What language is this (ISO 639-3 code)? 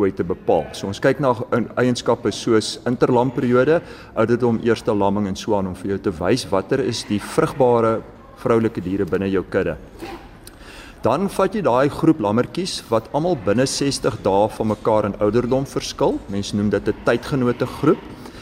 afr